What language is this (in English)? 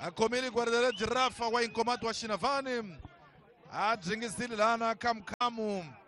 Tsonga